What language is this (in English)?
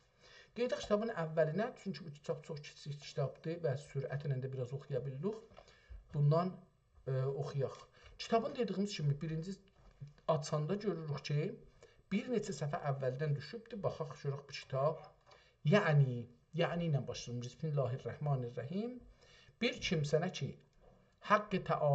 South Azerbaijani